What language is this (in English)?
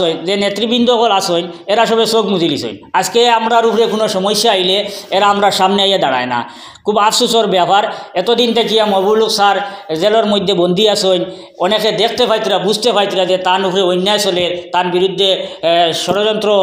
Sylheti